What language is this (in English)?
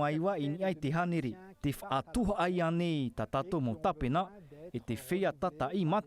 Tahitian